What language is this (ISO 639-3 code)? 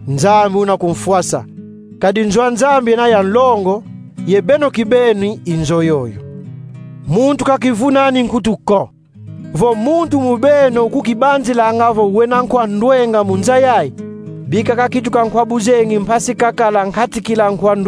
kon